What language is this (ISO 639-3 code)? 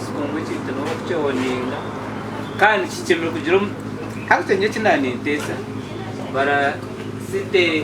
nyn